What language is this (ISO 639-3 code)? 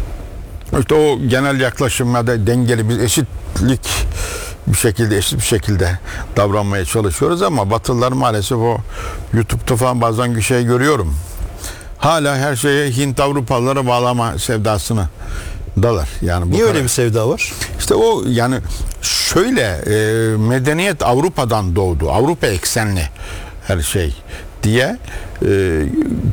tur